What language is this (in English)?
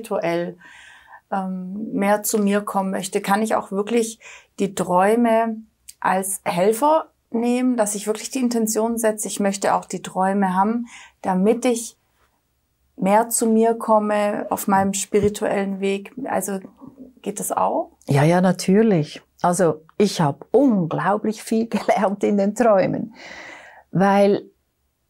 German